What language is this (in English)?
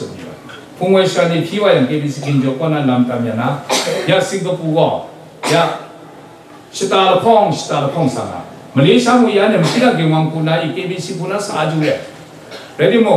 Kachin